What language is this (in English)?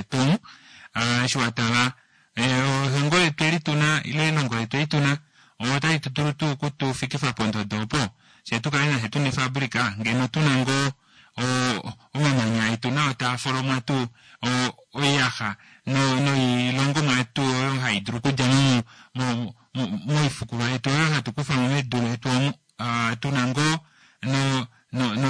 Kuanyama